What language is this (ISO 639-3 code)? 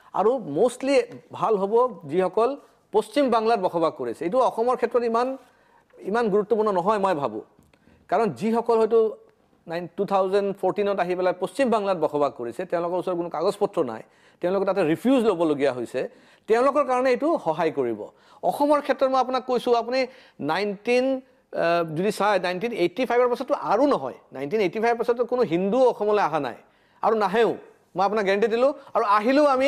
asm